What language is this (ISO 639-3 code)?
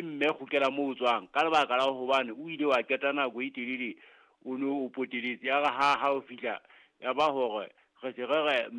sot